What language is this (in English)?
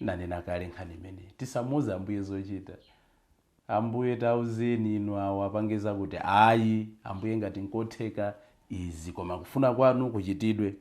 Nyanja